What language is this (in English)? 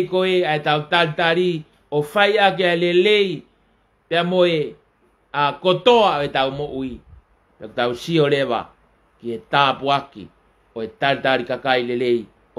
Tongan